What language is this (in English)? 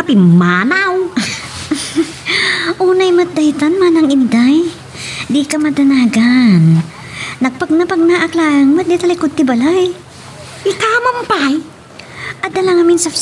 Iloko